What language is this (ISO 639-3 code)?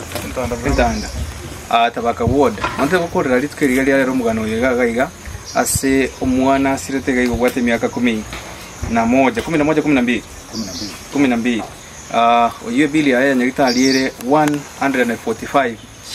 guz